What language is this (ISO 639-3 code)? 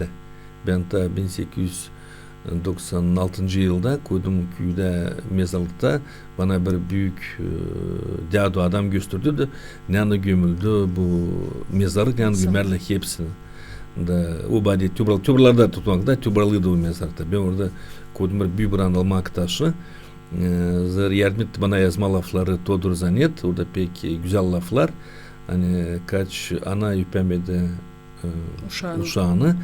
gag